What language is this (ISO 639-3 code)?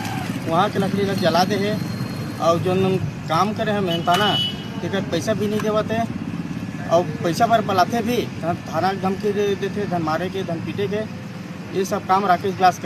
hne